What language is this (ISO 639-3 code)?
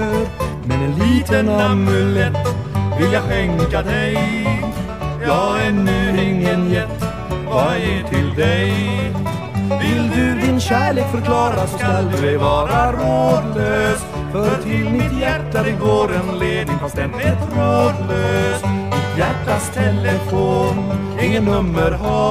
swe